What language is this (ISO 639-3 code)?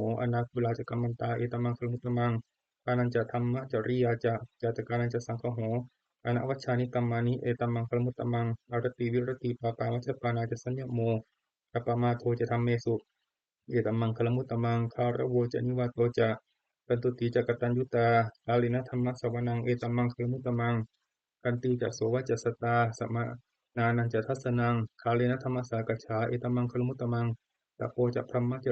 pli